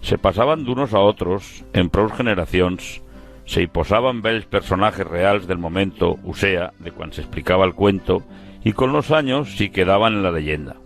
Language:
Aragonese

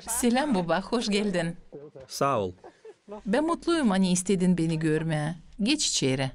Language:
Gagauz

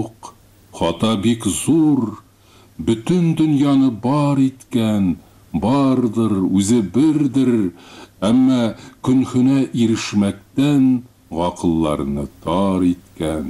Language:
Tatar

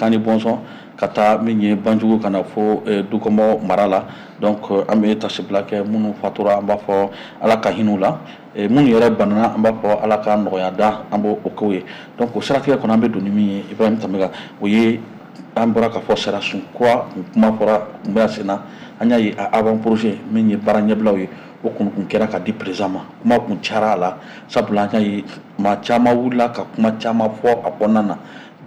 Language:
Bambara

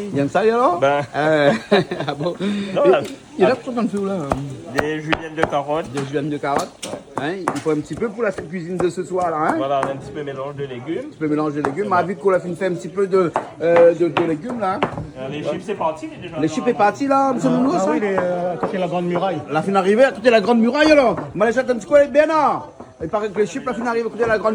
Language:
Réunion Creole French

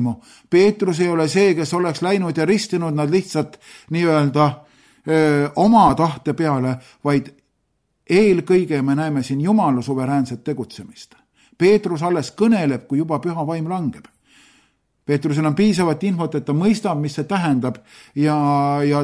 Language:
Estonian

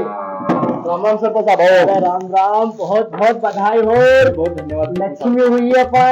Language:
Rajasthani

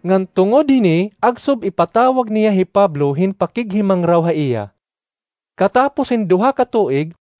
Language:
Waray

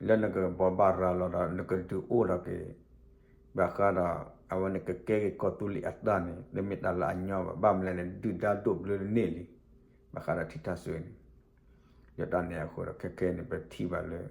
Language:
S'gaw Karen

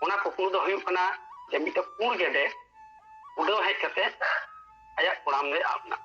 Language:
Santali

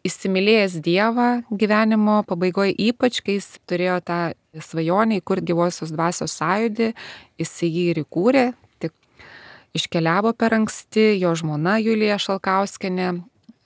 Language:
Lithuanian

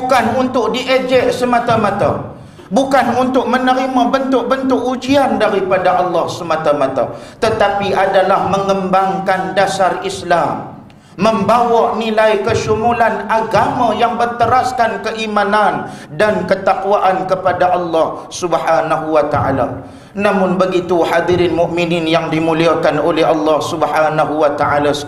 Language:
Malay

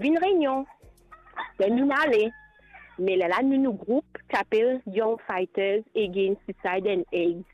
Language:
Morisyen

